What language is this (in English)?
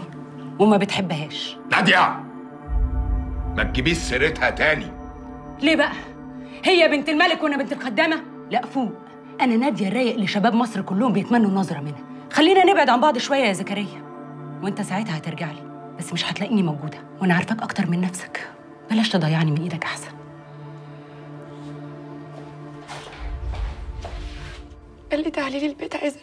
Egyptian Arabic